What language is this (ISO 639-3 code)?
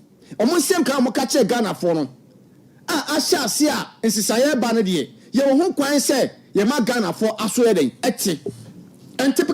aka